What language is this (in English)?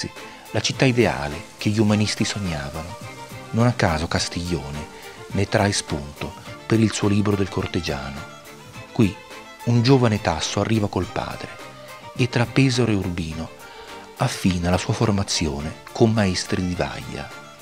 Italian